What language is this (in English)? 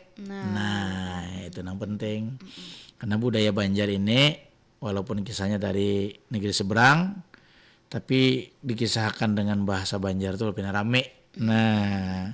Banjar